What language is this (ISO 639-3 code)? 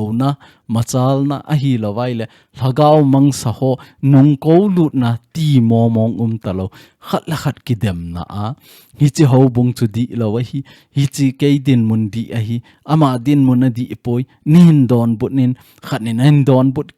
tcz